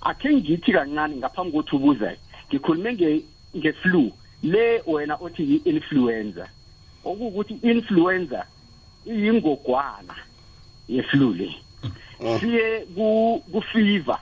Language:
South Ndebele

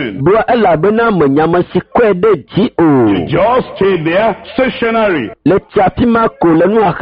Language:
Ewe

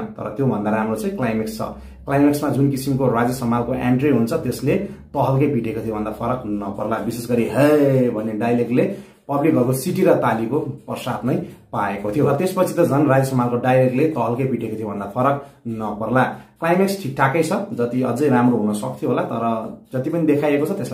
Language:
Nepali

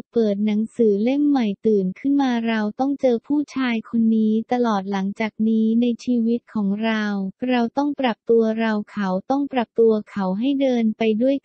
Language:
Thai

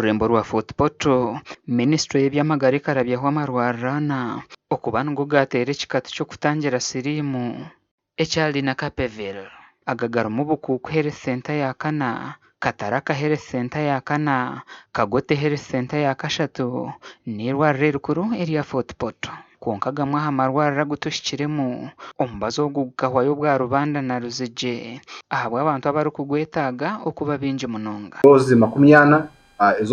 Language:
Nyankole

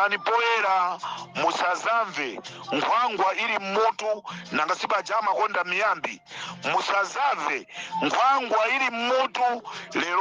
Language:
Nyanja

